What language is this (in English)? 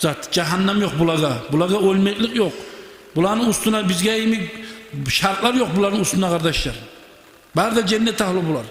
Kumyk